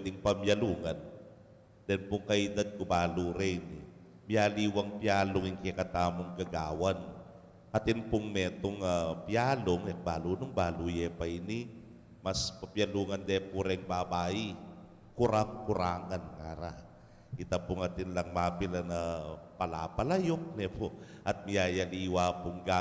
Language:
Pampanga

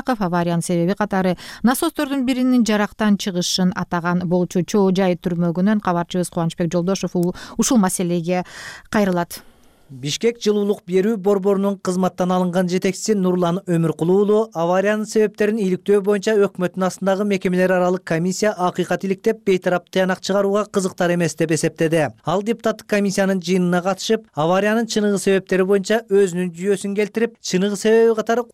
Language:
Kyrgyz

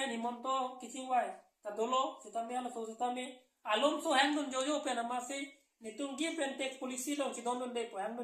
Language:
Karbi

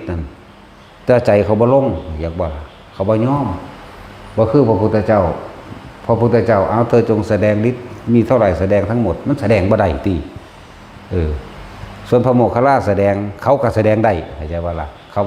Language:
Northeastern Thai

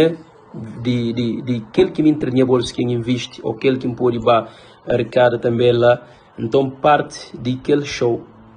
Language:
Kabuverdianu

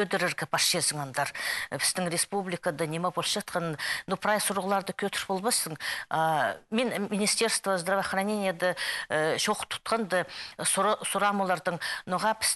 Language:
Khakas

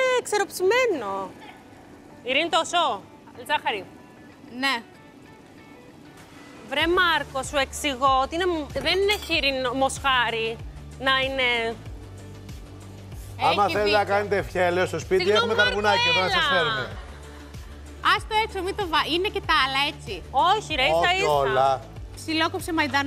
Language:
Greek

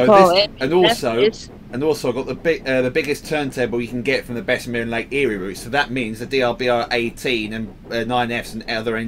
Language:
English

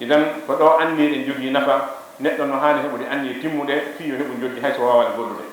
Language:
Fula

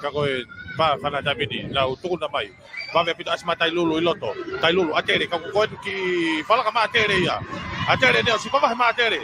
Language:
Tongan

